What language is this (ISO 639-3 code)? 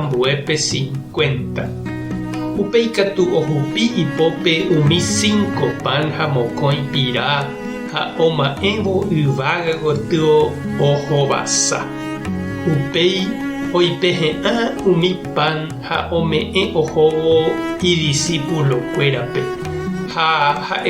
grn